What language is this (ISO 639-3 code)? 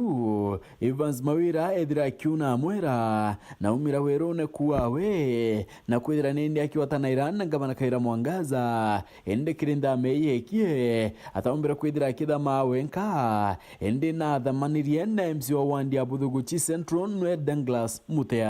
mer